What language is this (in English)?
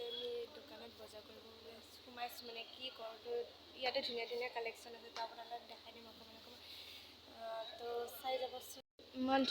Assamese